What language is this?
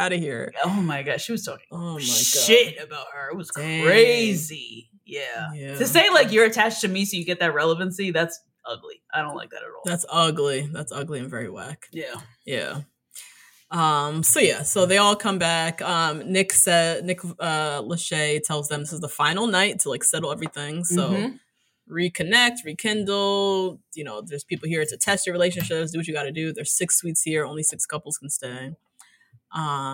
English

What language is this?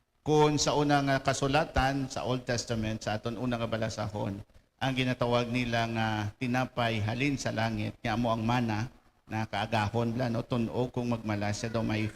Hiligaynon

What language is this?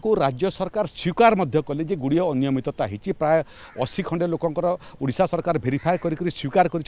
Odia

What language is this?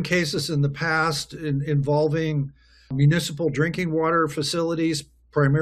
English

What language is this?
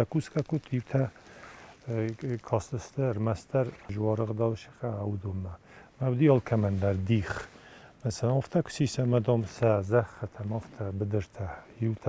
Ossetic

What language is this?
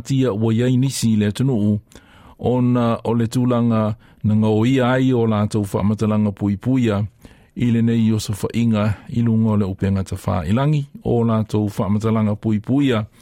Samoan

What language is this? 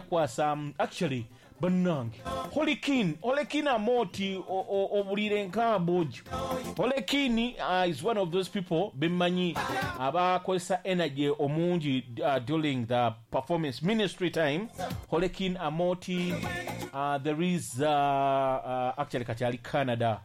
Ganda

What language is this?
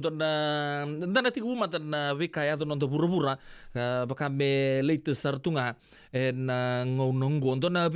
Fijian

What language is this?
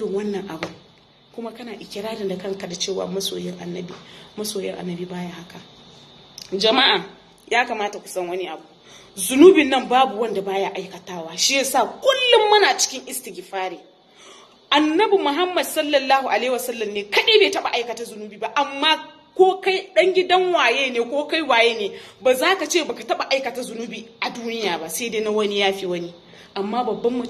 Hausa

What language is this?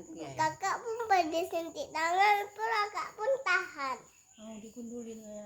Achinese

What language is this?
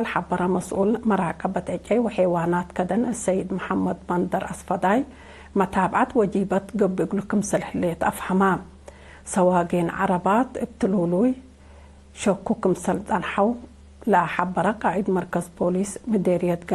Tigre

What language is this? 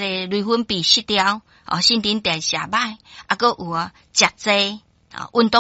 Min Nan Chinese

